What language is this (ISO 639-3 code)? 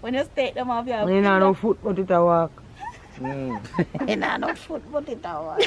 jam